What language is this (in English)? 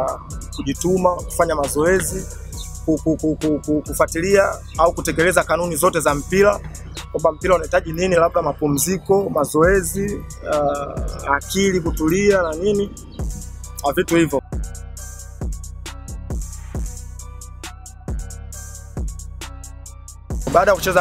Swahili